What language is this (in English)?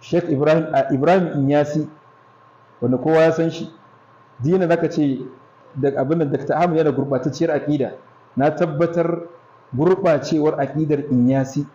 Hausa